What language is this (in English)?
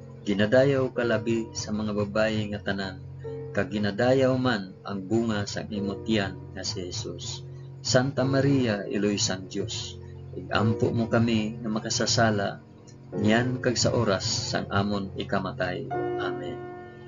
Hiligaynon